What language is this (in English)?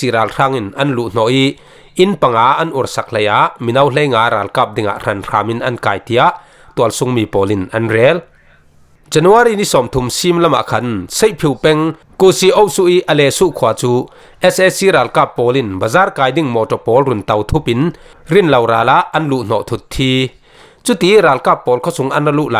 Falam Chin